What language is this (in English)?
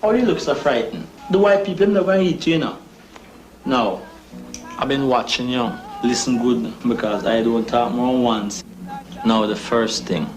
Jamaican Creole English